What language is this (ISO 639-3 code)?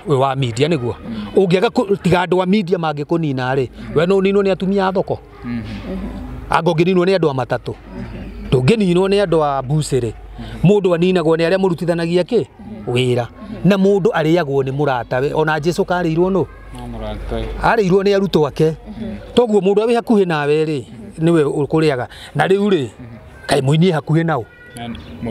kik